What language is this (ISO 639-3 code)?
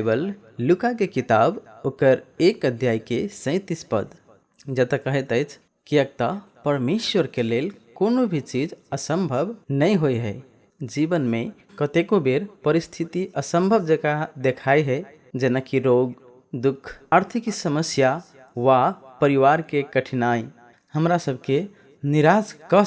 mai